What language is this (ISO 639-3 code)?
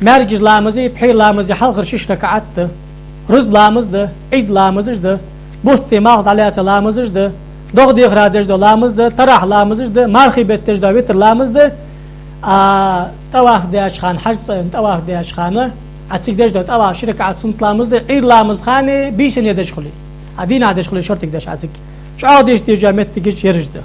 inh